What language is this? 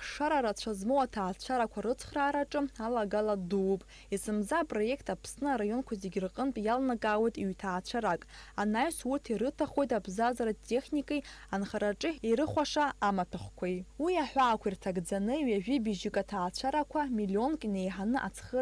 Abkhazian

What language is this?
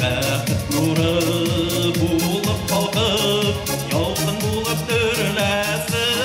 Bashkir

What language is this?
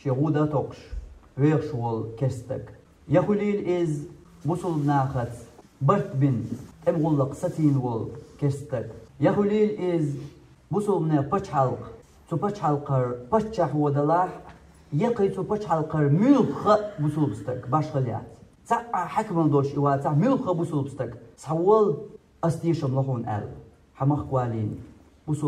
Chechen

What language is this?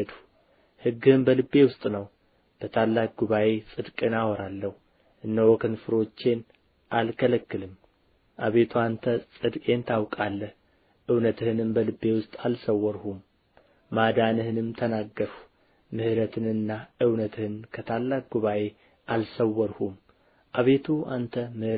Amharic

